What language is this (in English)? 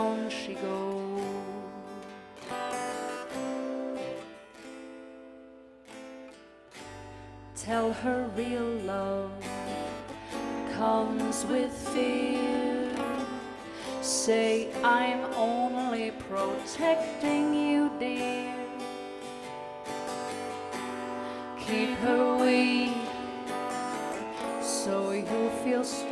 English